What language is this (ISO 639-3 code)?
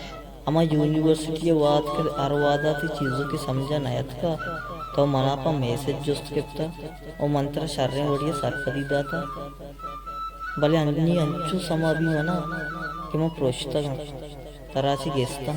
bal